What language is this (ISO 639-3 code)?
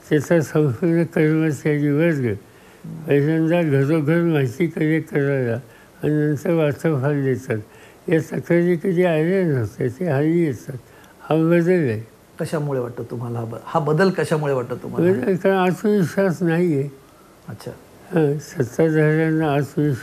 mar